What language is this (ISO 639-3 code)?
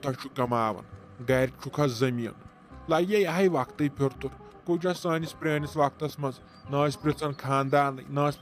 kas